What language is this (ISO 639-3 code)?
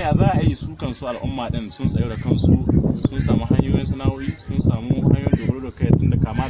hau